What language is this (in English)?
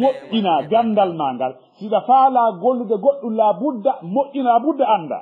Fula